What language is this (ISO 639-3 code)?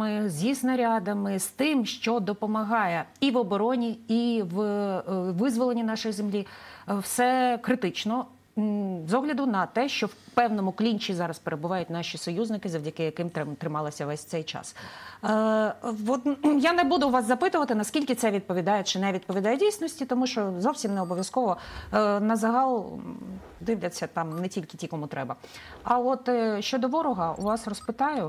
ukr